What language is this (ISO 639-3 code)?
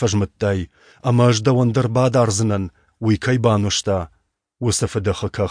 oss